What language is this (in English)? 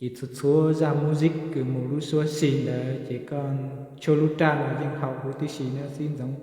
Hmong